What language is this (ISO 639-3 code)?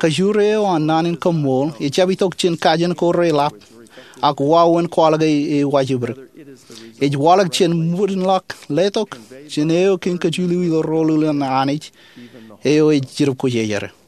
mah